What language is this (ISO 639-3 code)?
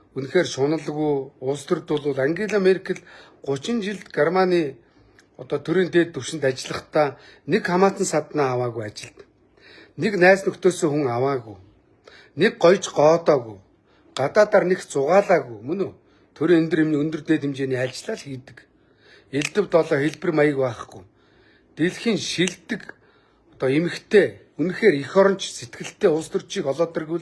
mon